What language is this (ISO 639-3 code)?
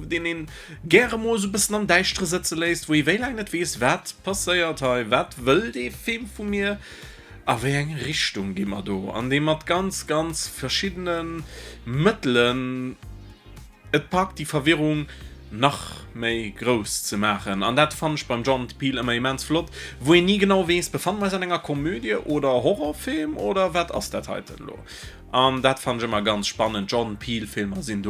ltz